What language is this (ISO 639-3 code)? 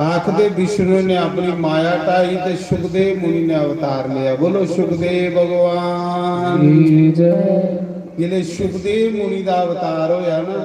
doi